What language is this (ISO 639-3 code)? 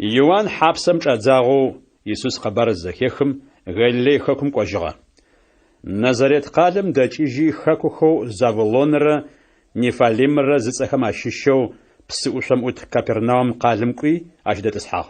ady